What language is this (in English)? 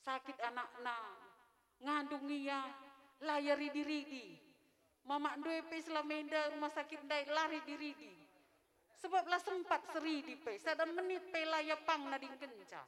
Batak Karo